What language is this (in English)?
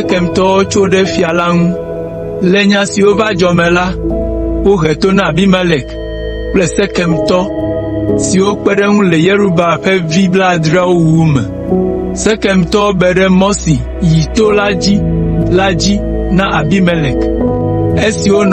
Ewe